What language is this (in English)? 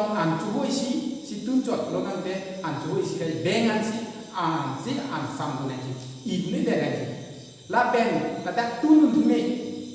Karbi